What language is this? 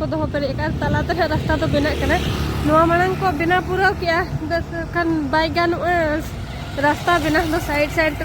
Santali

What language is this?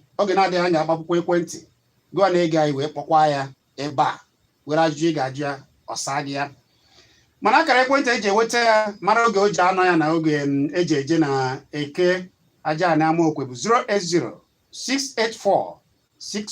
Igbo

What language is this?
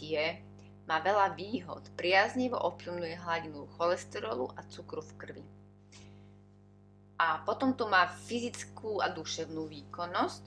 Slovak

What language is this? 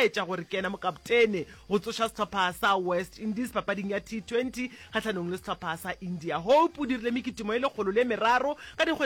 Northern Sotho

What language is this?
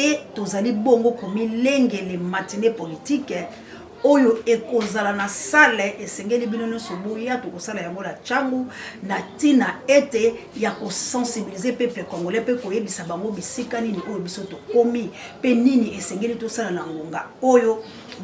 Lingala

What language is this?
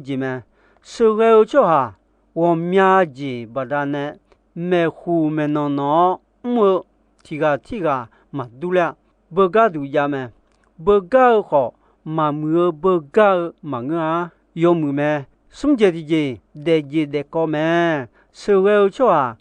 Akha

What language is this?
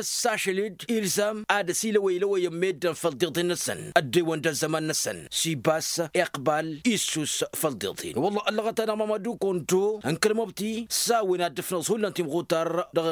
Tamasheq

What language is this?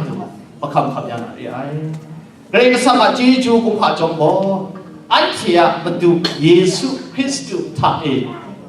Kachin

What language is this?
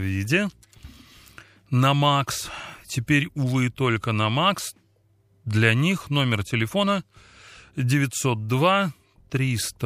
Russian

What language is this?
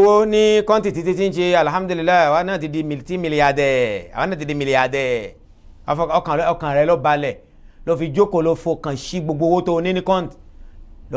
Yoruba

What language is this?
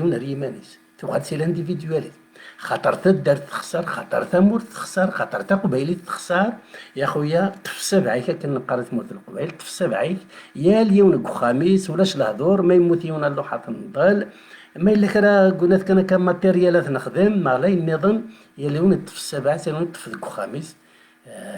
Kabyle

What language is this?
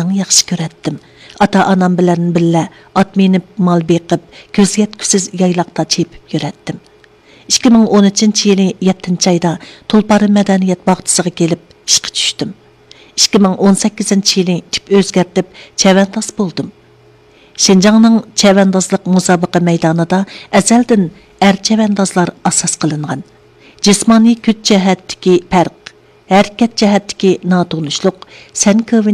Uyghur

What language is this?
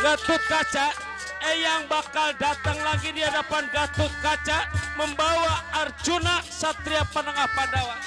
Betawi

